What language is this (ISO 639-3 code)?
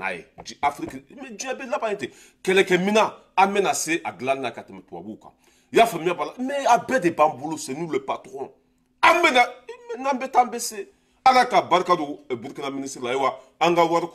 bam